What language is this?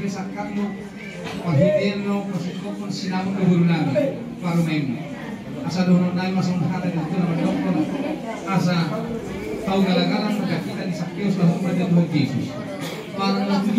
Batak Toba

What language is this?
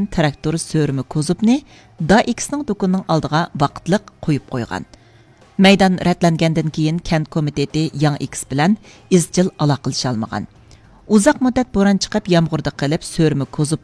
Uyghur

